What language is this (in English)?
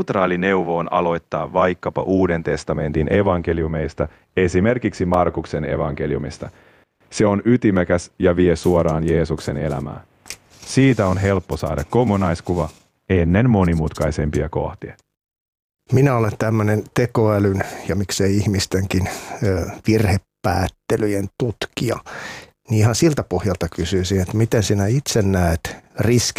Finnish